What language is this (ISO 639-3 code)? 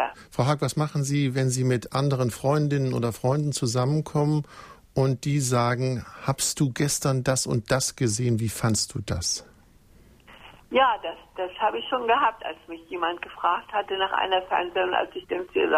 deu